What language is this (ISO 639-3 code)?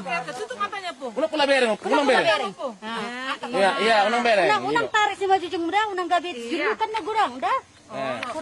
bbc